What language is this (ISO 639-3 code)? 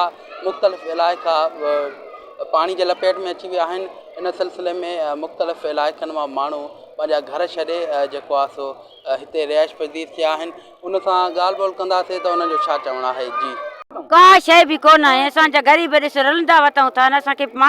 snd